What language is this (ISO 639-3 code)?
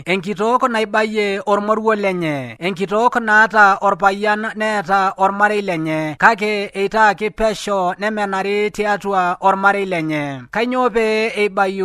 mas